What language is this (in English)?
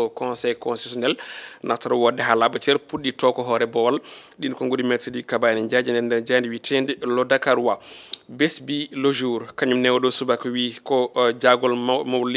Fula